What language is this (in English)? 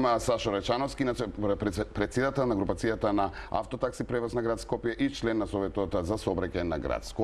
Macedonian